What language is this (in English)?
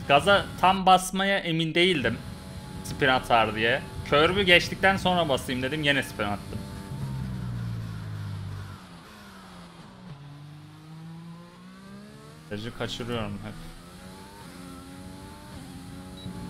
Turkish